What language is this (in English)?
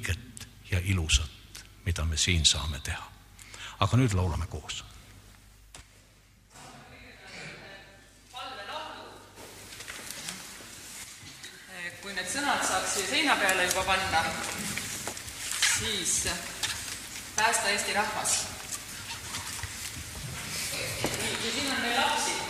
Estonian